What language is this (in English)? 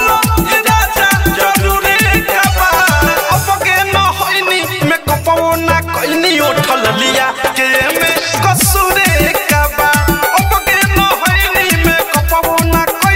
Bhojpuri